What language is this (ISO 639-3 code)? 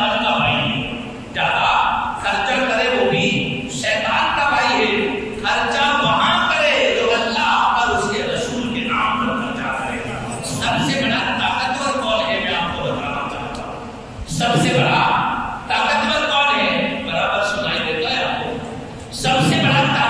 urd